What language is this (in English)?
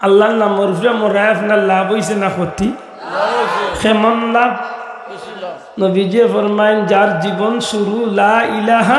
Sylheti